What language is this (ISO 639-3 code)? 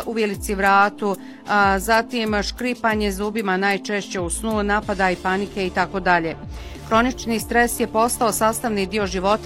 bos